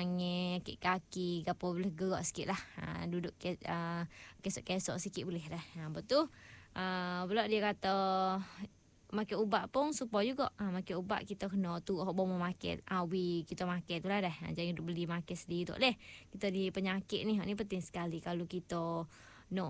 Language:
Malay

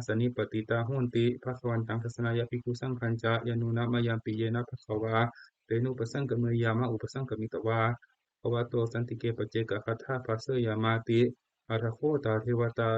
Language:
Pali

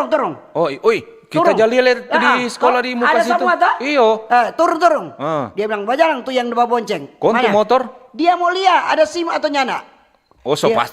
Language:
Manado Malay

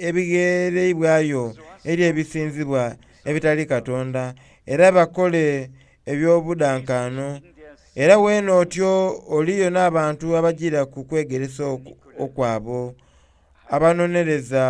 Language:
Soga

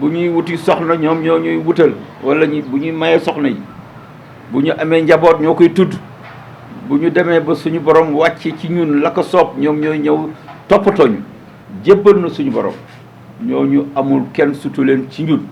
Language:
Wolof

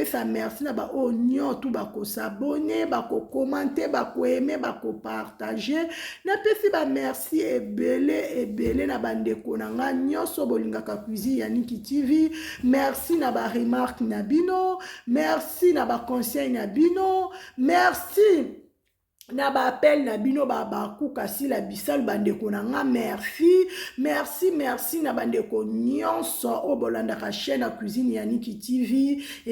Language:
Lingala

